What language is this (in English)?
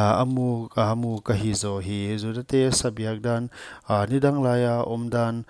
Paite Chin